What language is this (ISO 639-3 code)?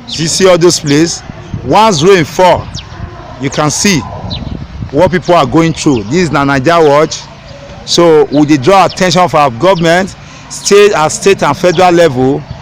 pcm